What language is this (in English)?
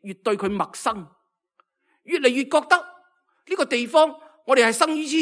Cantonese